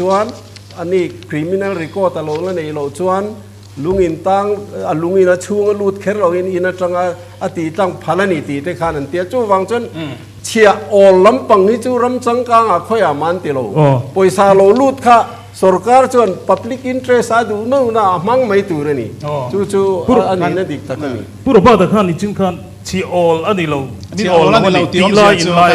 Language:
Mizo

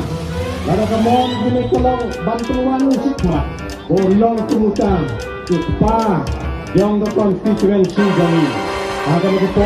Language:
Khasi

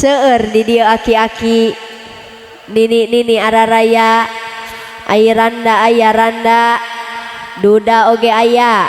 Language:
Sundanese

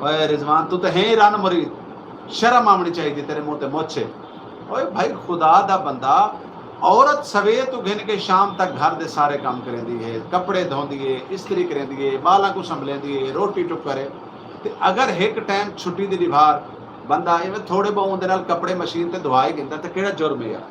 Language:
Saraiki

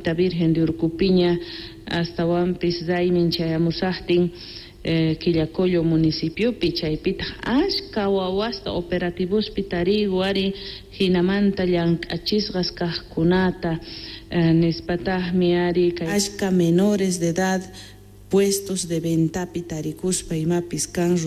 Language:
South Bolivian Quechua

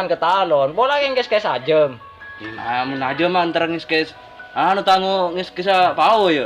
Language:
Madurese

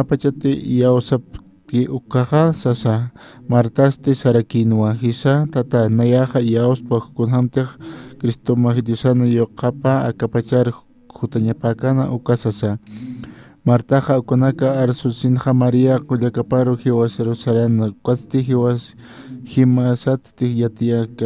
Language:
Aymara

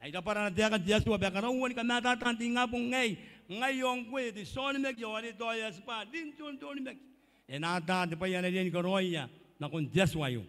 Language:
Gilbertese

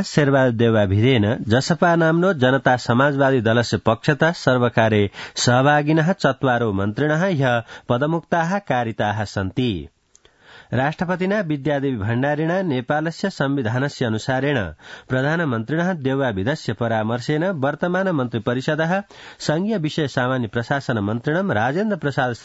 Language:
Sanskrit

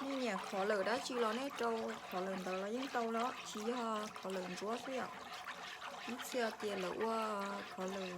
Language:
Hmong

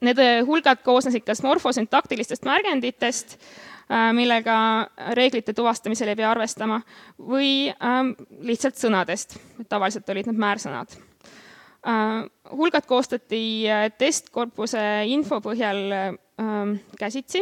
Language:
Estonian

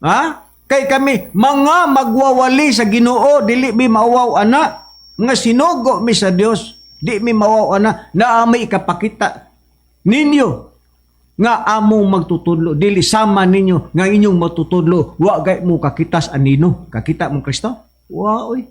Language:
Cebuano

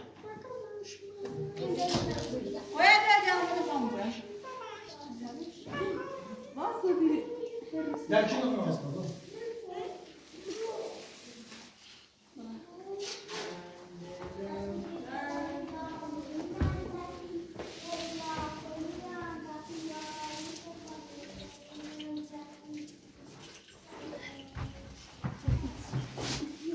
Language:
Persian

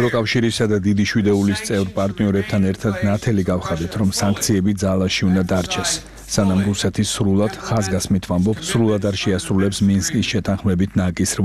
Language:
Georgian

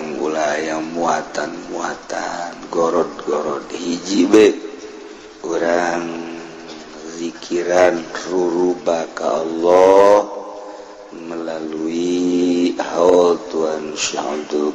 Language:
Sundanese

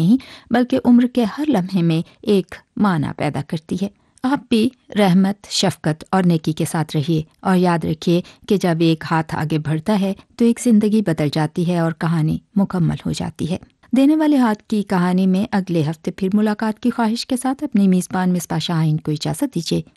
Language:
Urdu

